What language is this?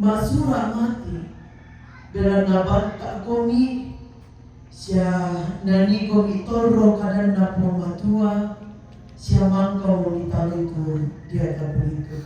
Toraja-Sa'dan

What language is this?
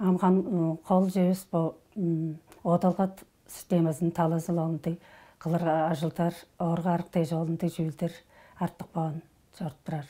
Tuvinian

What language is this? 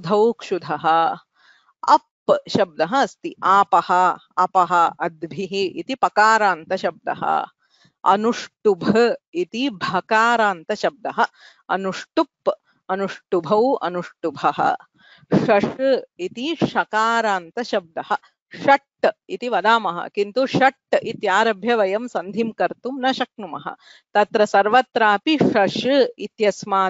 Sanskrit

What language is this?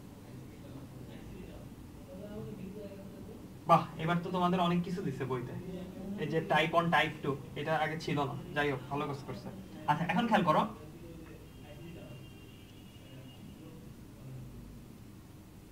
Bangla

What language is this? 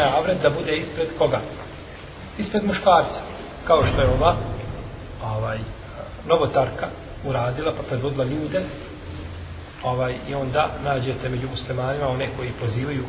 Bosnian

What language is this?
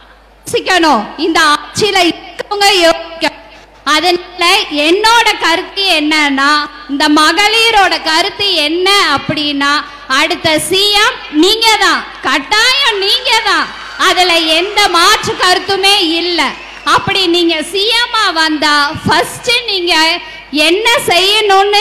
Tamil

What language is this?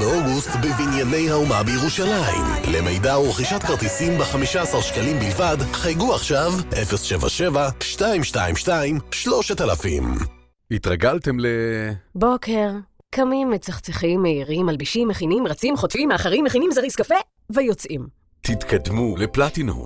Hebrew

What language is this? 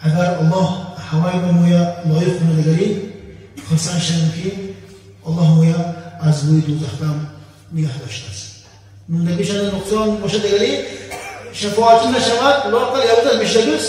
Tajik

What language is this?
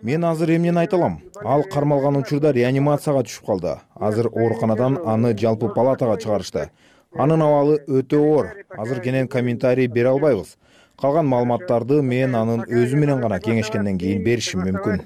Kyrgyz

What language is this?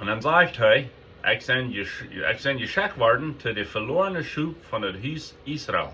Plautdietsch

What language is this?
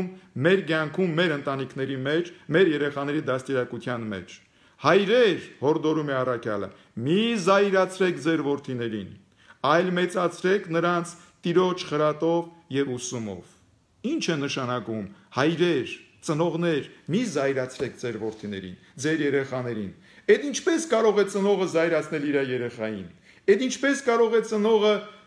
Armenian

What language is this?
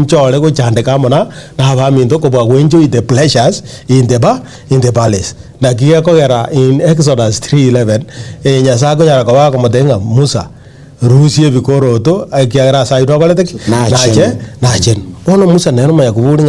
Gusii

